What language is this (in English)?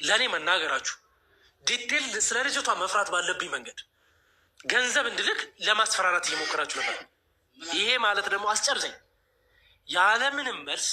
Amharic